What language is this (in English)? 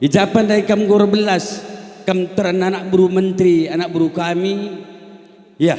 Batak Karo